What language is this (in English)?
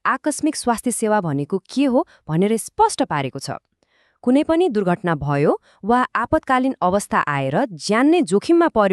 Nepali